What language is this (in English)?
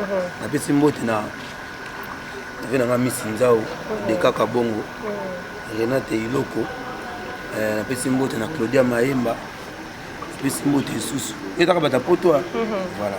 Lingala